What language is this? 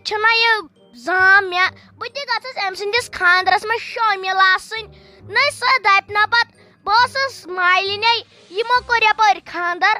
Kashmiri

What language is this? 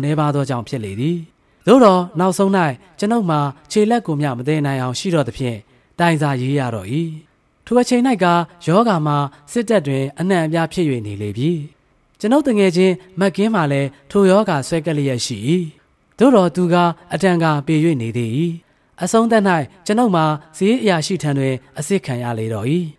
Burmese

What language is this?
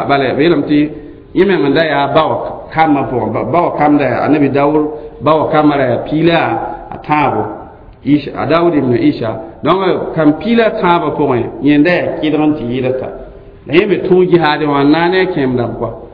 Mossi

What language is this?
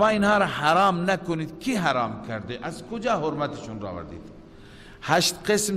Persian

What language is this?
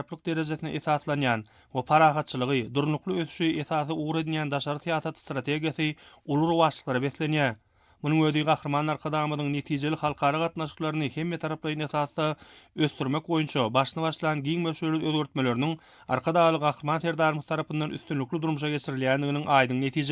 Turkmen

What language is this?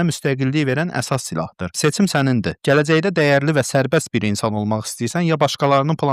Azerbaijani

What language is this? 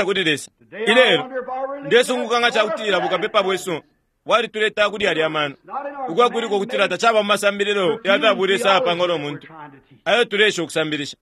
Bemba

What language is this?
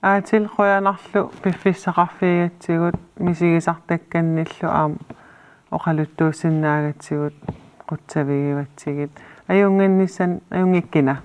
Kalaallisut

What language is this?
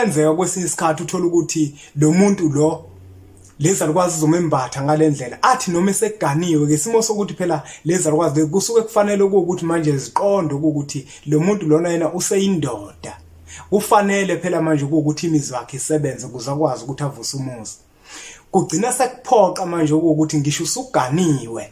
Zulu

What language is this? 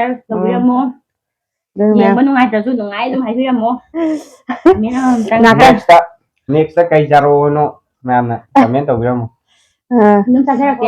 Manipuri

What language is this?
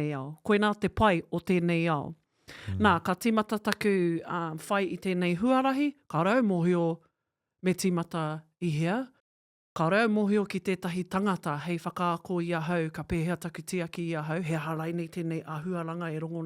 Māori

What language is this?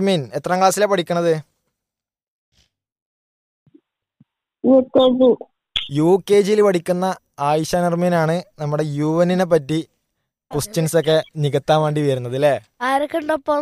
Malayalam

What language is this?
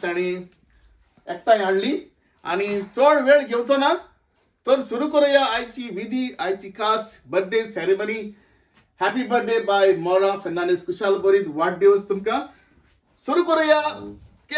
Konkani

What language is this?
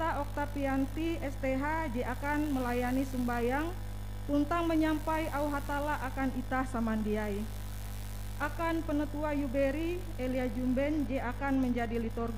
Ngaju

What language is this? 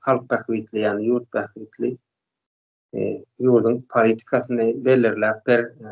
Turkmen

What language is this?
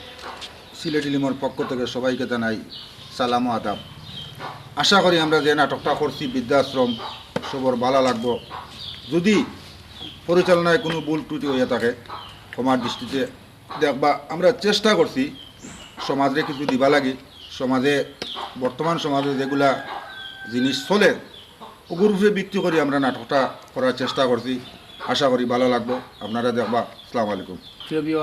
Sylheti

